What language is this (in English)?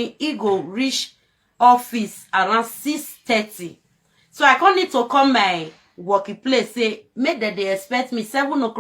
Nigerian Pidgin